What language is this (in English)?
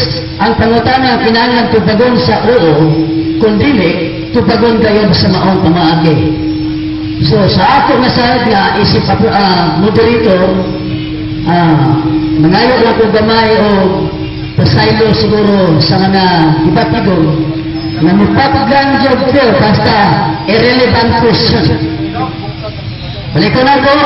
Cebuano